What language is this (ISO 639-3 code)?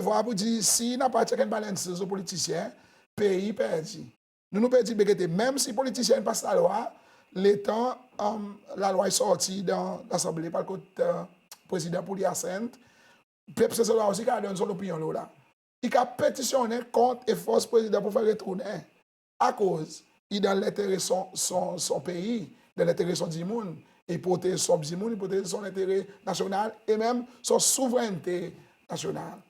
crs